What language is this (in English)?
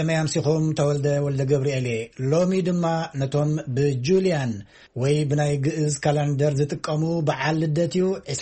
Tigrinya